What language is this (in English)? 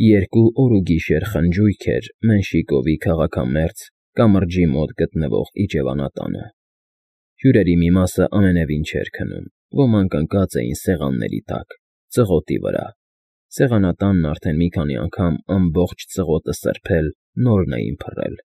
Armenian